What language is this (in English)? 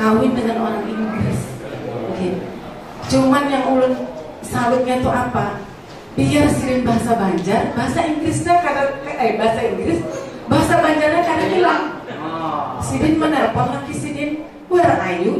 Banjar